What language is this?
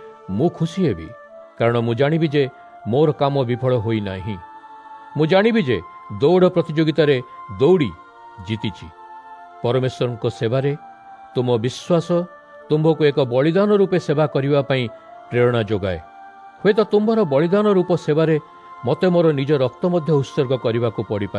Odia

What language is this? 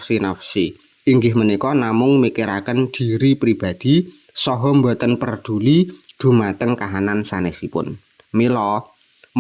Javanese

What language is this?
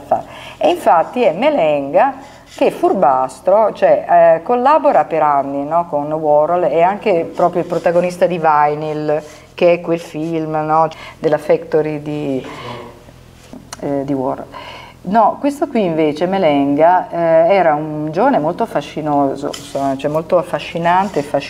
Italian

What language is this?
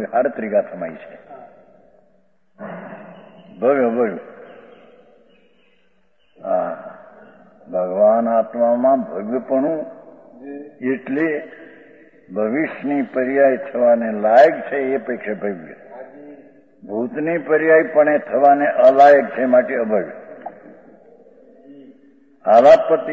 Gujarati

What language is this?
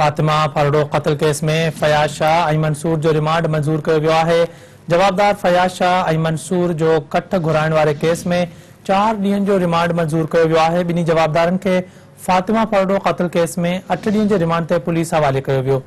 Sindhi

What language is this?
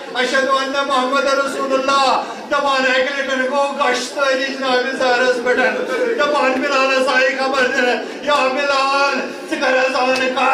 Kashmiri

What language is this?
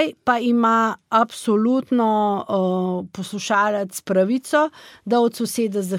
Slovenian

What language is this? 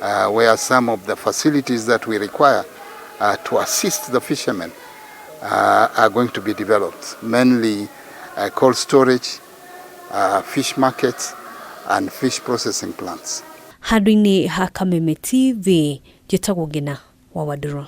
Kikuyu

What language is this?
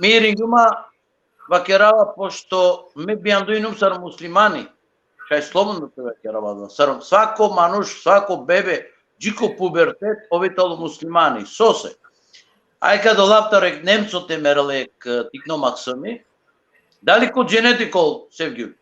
Balkan Romani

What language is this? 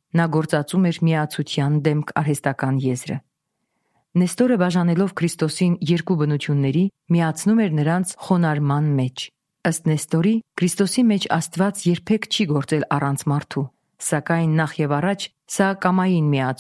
Armenian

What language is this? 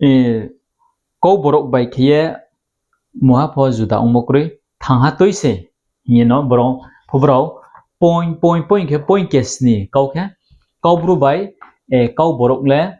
Riang (India)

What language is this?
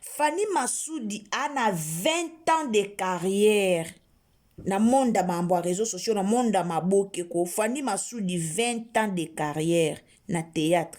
Lingala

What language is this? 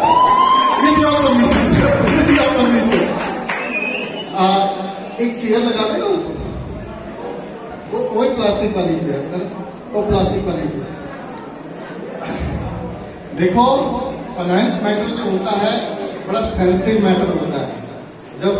Hindi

